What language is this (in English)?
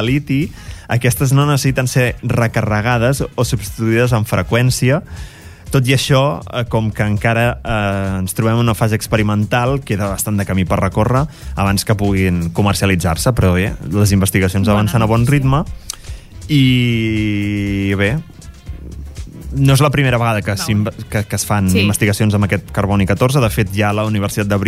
Catalan